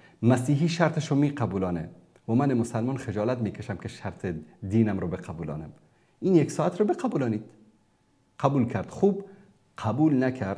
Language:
Persian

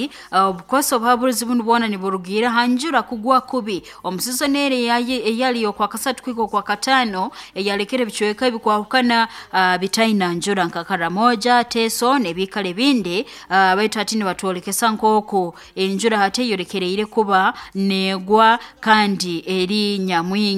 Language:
Nyoro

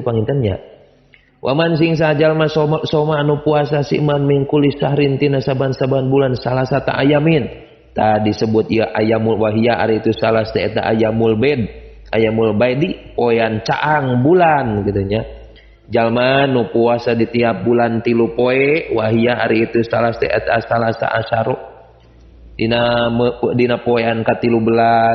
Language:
Sundanese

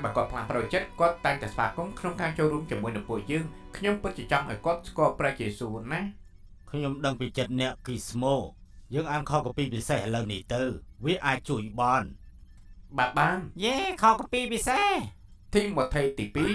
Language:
Khmer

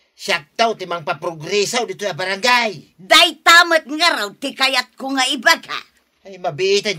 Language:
Iloko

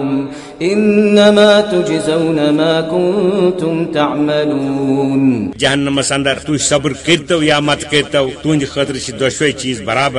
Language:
Kashmiri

